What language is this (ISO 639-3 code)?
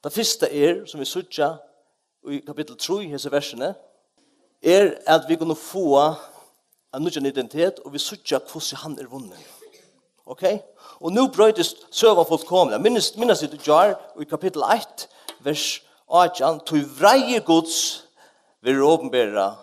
fao